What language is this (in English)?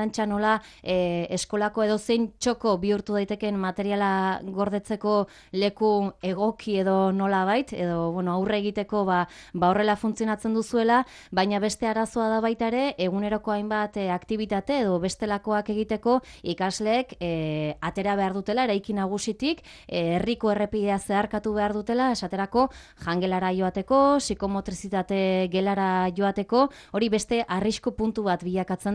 Basque